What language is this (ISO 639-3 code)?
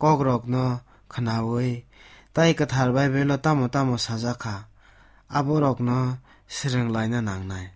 trp